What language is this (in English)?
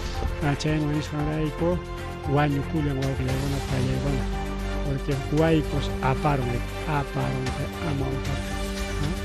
Ayacucho Quechua